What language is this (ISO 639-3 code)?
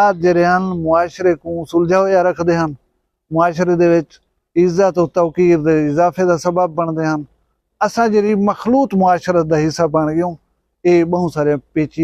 skr